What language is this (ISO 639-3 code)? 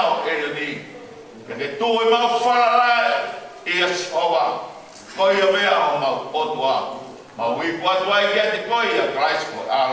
ton